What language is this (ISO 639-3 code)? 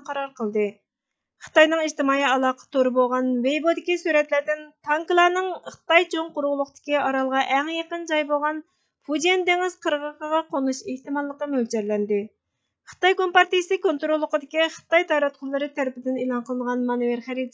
uig